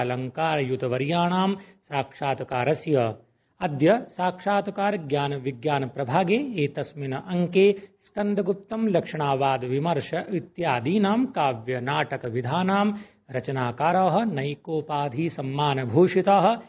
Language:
Sanskrit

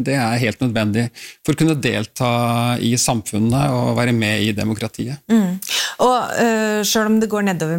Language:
Norwegian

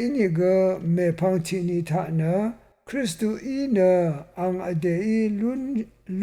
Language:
Rawang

